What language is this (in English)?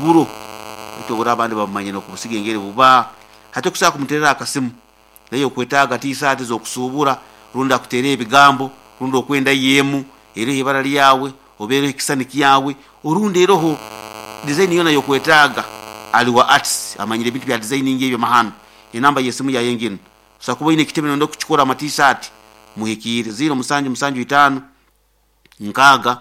Nyoro